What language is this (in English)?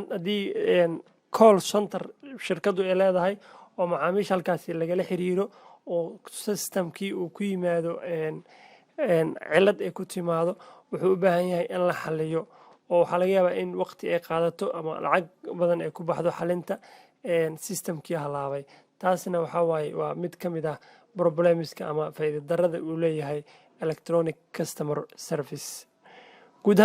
Somali